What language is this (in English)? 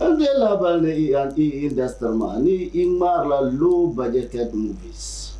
Dagbani